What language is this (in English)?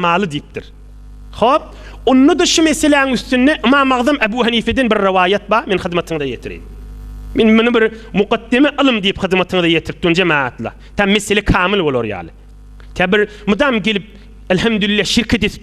Turkmen